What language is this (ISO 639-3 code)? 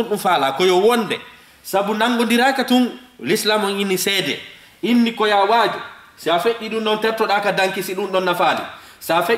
ful